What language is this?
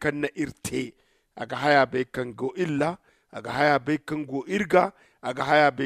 Zarma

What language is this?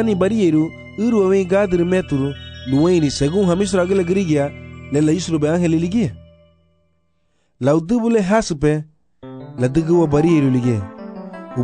Garifuna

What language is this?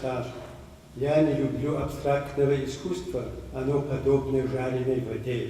Kabardian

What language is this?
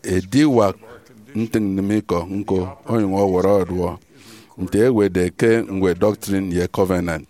Efik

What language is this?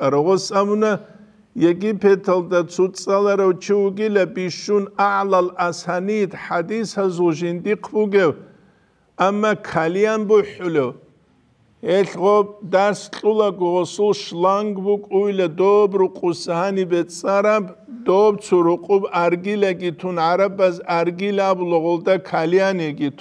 Avaric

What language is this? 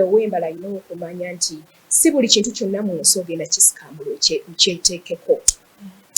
Ganda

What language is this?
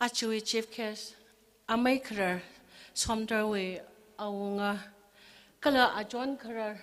Tangkhul Naga (India)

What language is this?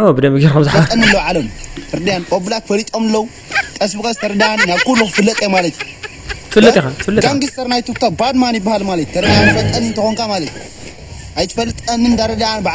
Tigrinya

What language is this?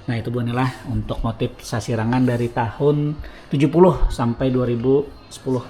Banjar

